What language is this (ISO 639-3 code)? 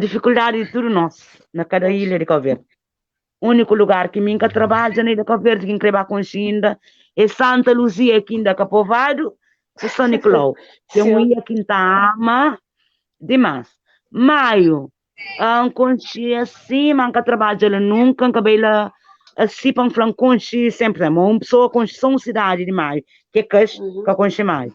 kea